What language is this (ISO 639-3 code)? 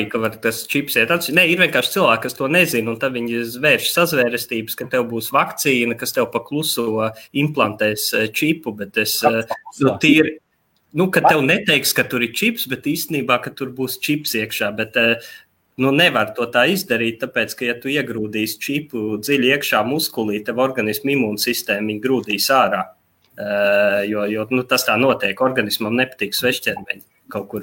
lav